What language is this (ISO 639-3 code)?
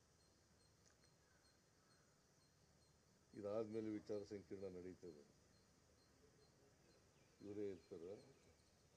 kan